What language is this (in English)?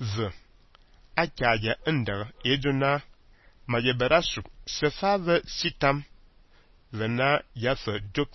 Fang